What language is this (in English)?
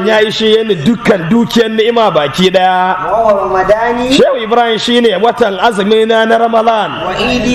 Hausa